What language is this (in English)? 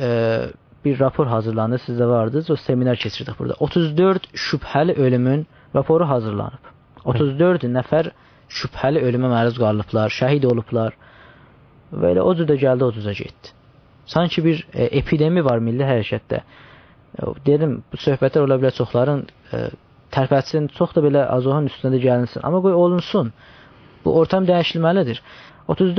South Azerbaijani